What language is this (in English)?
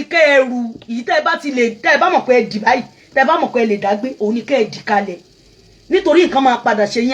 Yoruba